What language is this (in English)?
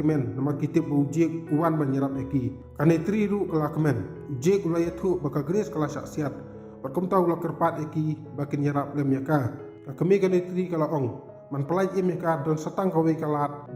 Khasi